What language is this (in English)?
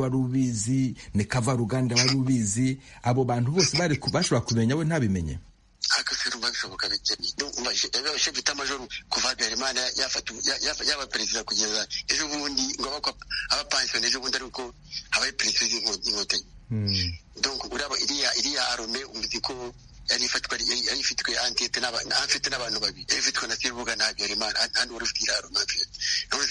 Kinyarwanda